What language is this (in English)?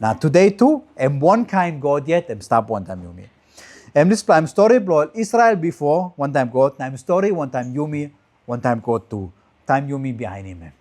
Tok Pisin